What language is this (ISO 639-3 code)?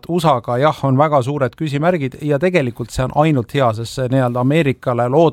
est